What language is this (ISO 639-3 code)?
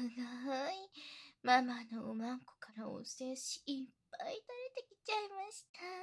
jpn